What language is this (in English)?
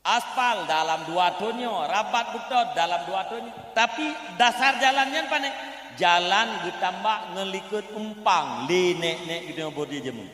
Achinese